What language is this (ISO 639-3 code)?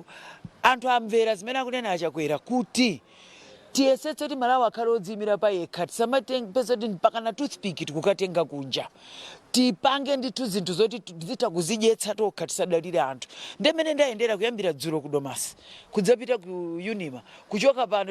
nya